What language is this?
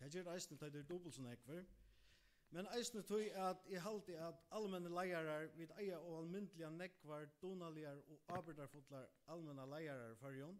Faroese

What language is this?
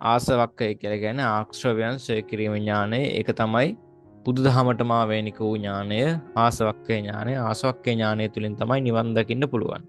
Sinhala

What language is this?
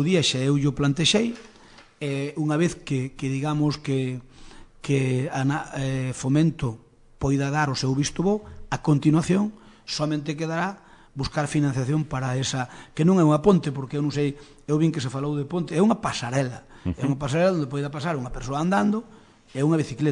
Galician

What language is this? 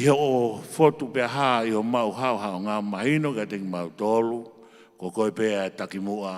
Tongan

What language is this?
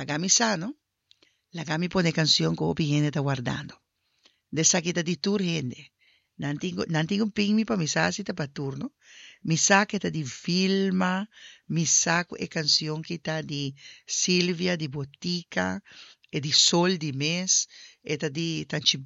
Papiamento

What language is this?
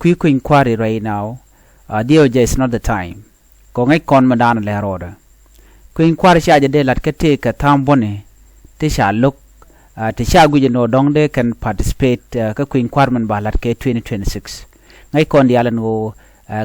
Nuer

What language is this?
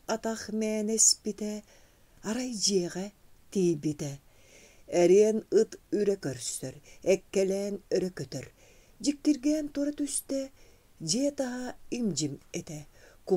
Yakut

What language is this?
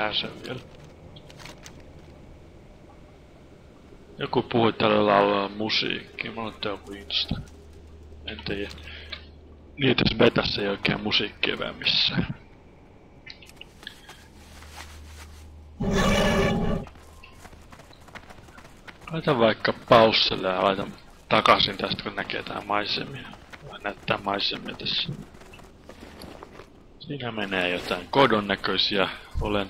Finnish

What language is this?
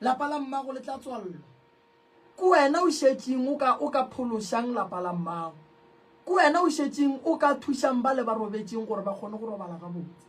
Northern Sotho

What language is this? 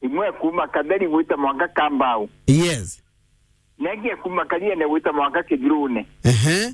Meru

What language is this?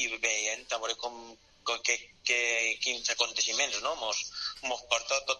Catalan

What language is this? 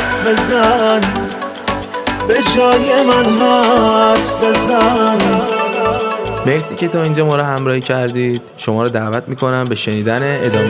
Persian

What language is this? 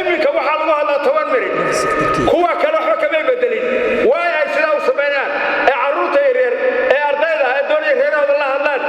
Somali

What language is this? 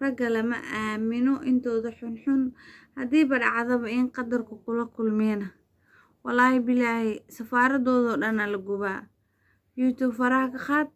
Somali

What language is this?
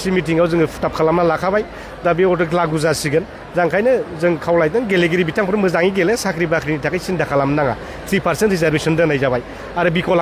Bodo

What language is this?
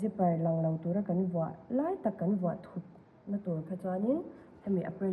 Mizo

